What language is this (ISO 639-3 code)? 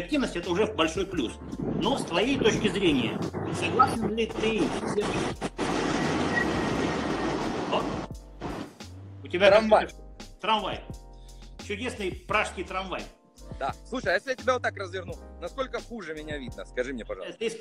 rus